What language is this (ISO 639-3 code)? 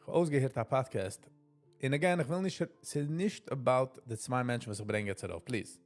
yid